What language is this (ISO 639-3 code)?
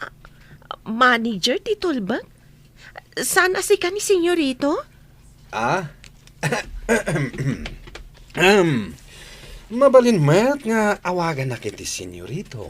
ilo